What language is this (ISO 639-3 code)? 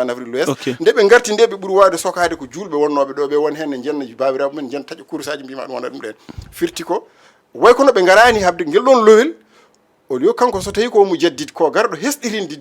ful